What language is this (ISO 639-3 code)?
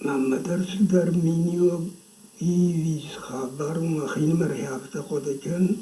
oss